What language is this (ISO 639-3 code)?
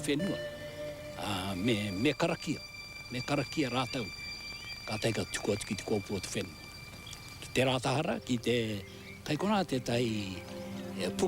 mri